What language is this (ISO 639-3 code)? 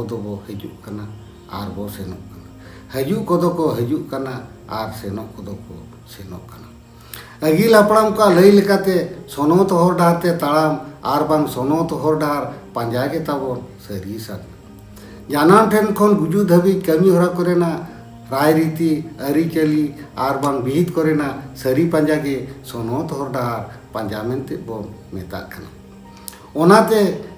sat